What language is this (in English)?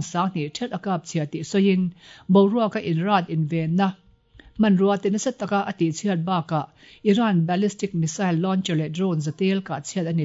Mizo